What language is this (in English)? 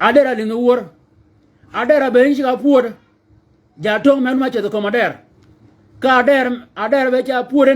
Shilluk